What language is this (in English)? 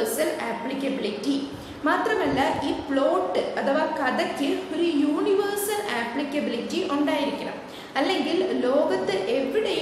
Malayalam